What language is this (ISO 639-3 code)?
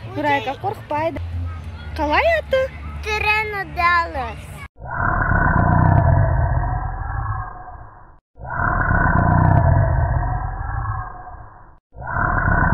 kaz